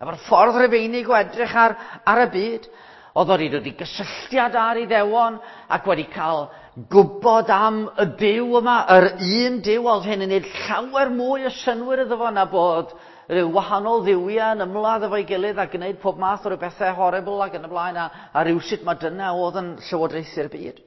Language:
Welsh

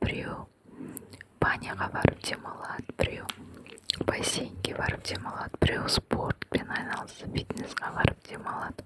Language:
Kazakh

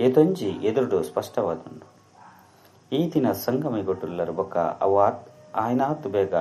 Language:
Tulu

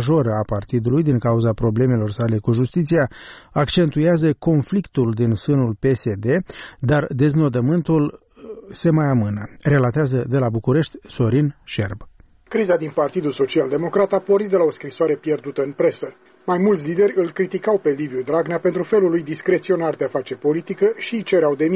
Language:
Romanian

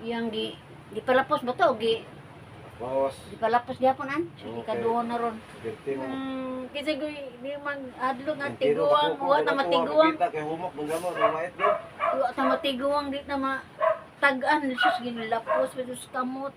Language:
Cebuano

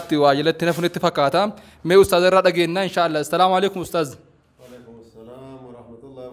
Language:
Oromo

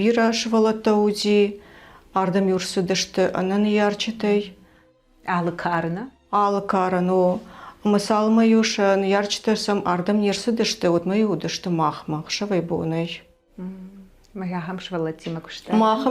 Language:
Ossetic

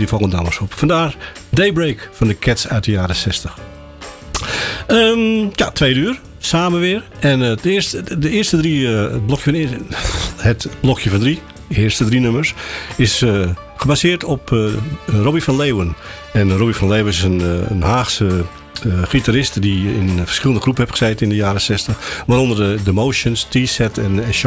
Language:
Dutch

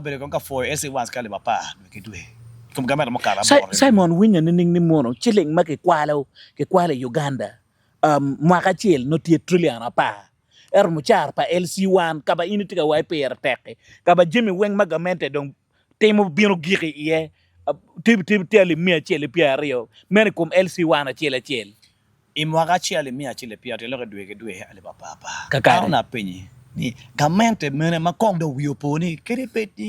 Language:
Acoli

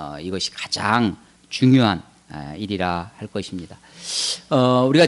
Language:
Korean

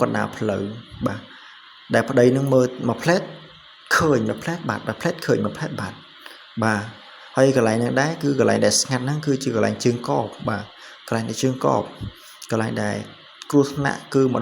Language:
Khmer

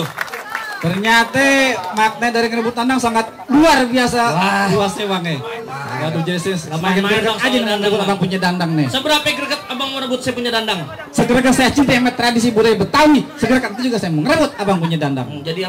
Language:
Betawi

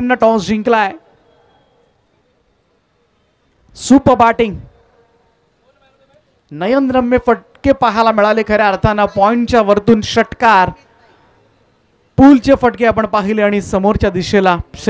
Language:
Marathi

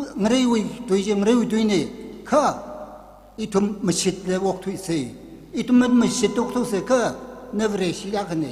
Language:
Tangkhul Naga (India)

